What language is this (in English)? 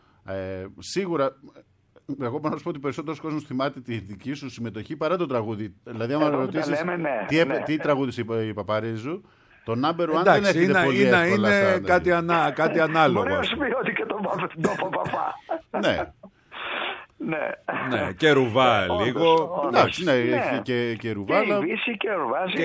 Greek